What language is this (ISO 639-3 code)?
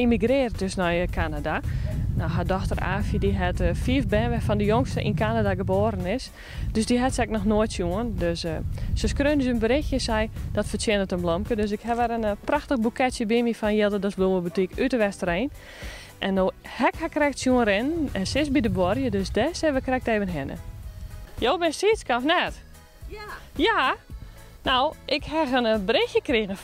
fry